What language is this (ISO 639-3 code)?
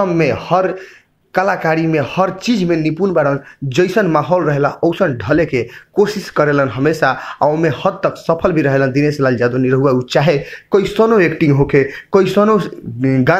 bho